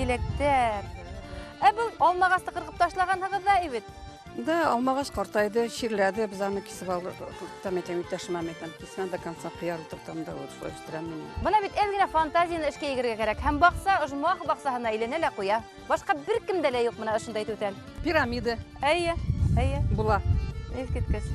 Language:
Bashkir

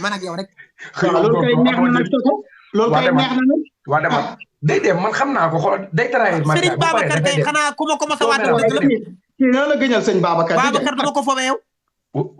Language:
Wolof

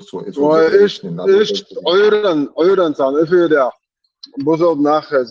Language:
Chechen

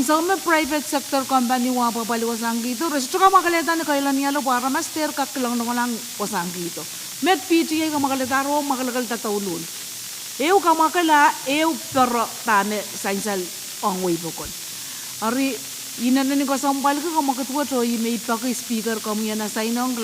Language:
Pohnpeian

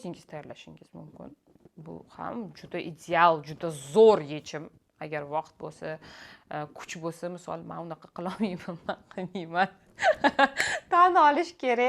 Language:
Uzbek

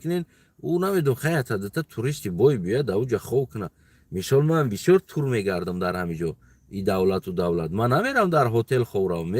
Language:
Tajik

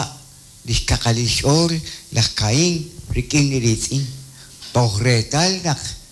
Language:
Kekchí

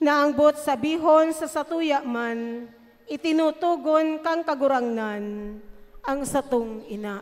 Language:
Bikol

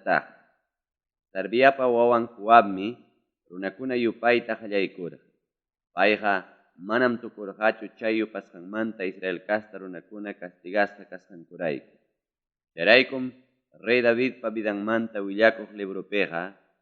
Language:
Ayacucho Quechua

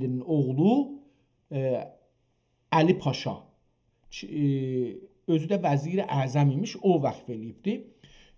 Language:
South Azerbaijani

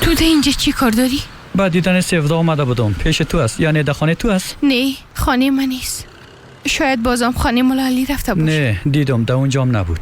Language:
Persian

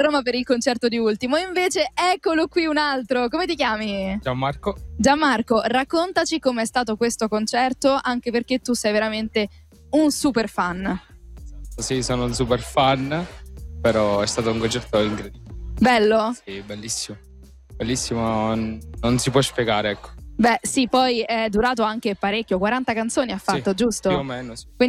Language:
Italian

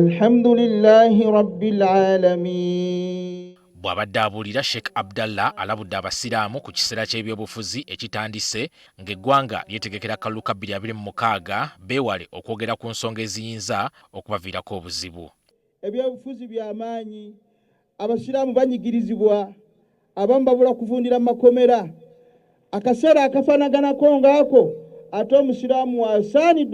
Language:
Ganda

